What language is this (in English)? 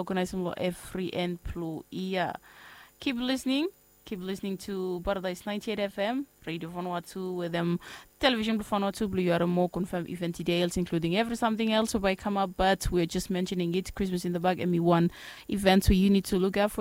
Bislama